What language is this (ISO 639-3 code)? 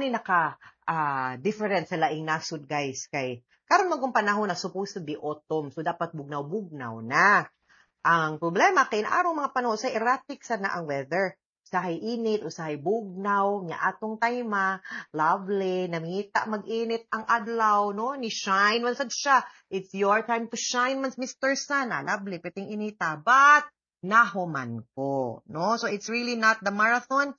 ceb